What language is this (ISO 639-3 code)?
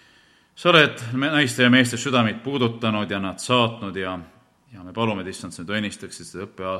est